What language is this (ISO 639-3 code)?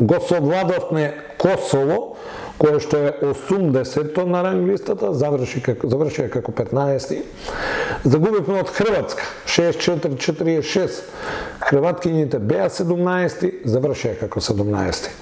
mkd